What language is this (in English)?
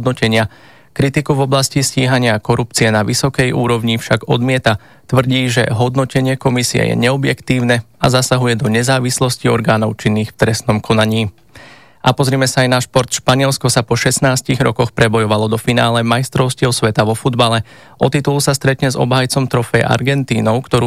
Slovak